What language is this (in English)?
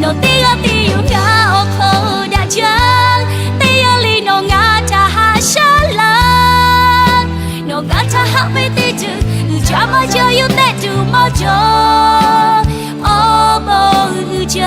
Lahu